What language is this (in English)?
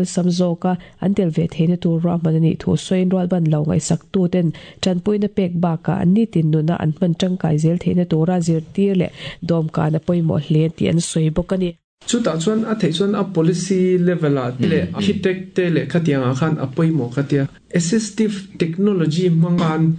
Mizo